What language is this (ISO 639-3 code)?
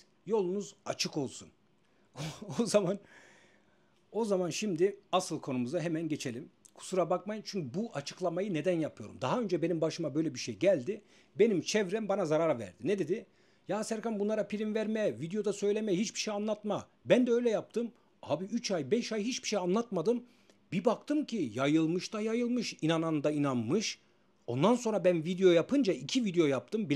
tur